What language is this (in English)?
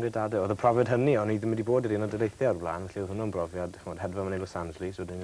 Welsh